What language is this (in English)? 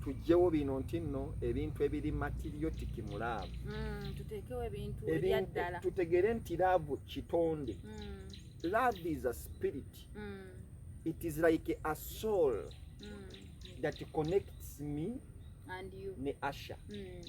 Ganda